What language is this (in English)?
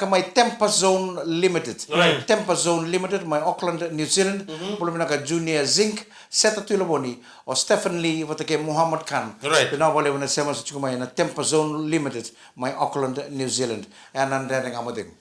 Fijian